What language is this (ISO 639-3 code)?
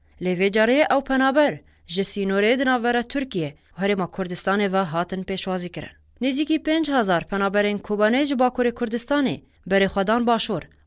kur